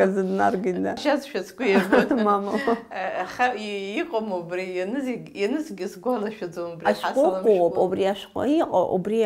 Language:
Abkhazian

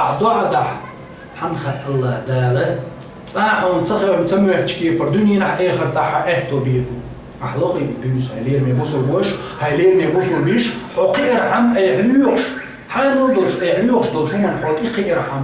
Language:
Chechen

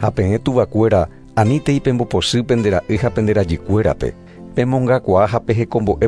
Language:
Guarani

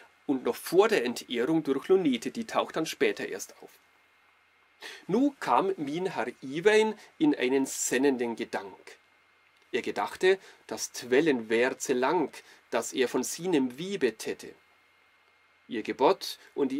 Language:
German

